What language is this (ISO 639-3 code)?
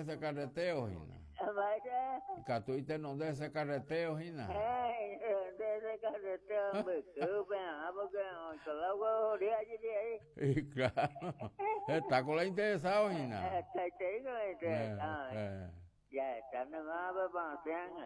grn